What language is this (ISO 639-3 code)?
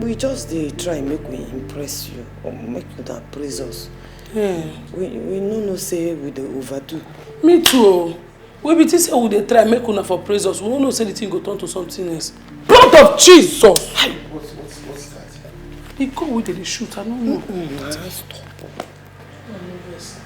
pcm